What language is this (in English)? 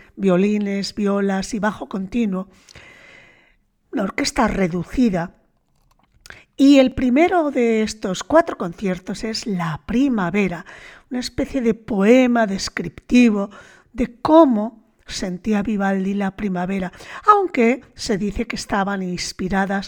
Spanish